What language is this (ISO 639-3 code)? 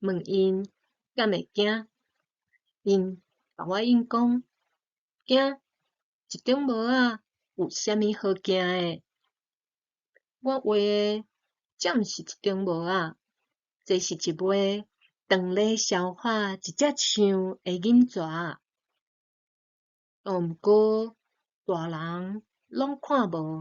nan